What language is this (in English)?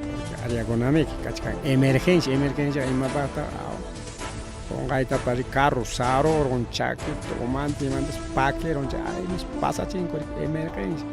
Ayacucho Quechua